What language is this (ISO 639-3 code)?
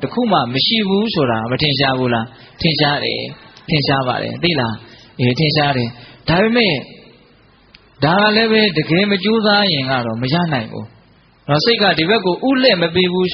mya